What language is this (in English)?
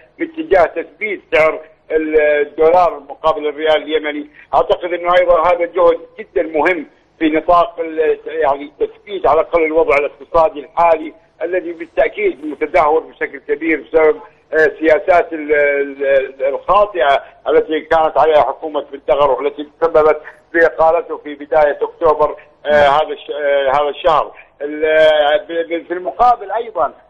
Arabic